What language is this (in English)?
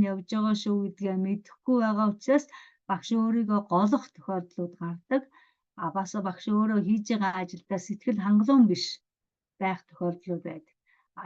Mongolian